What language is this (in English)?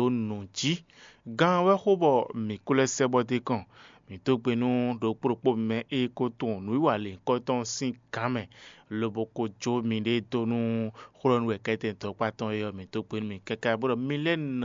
Fon